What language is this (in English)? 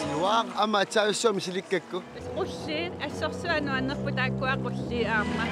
Kalaallisut